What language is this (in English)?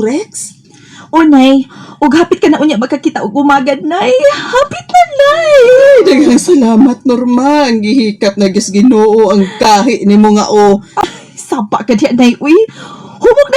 Cebuano